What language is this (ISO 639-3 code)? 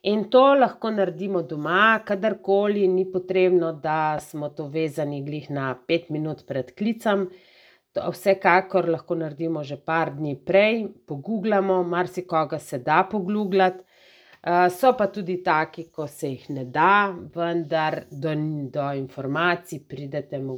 slv